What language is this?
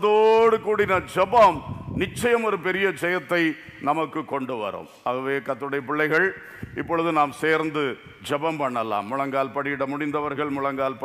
Tamil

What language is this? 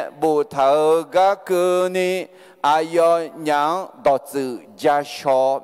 Akha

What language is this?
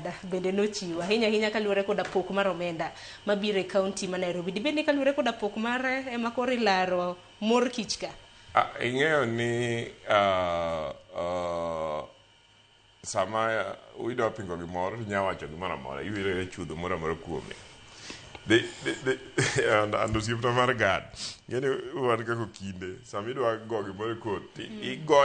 Luo (Kenya and Tanzania)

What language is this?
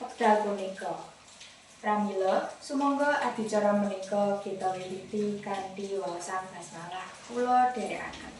Javanese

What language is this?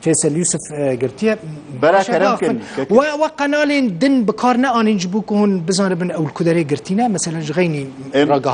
Kurdish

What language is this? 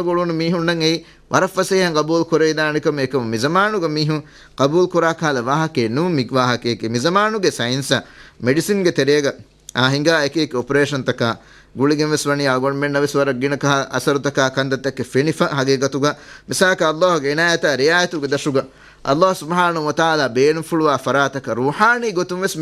Divehi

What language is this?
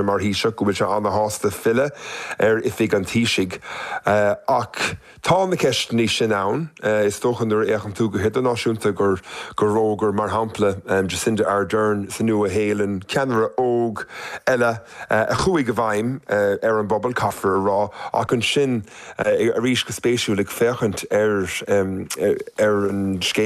Irish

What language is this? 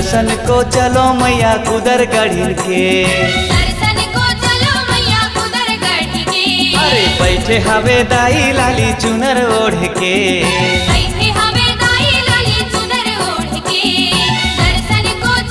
Chhattisgarhi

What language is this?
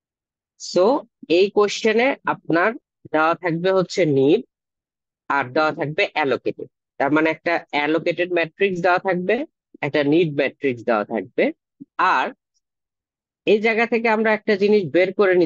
Bangla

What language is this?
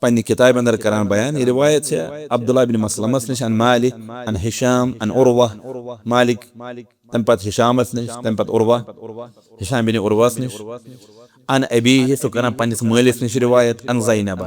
Kashmiri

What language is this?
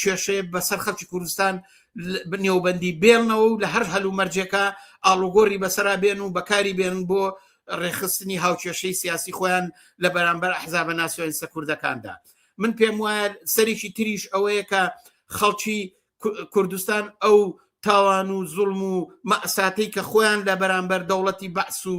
Central Kurdish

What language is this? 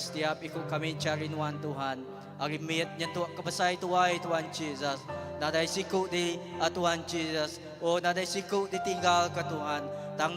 Iban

